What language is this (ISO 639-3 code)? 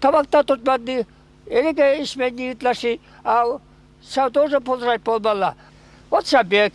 chv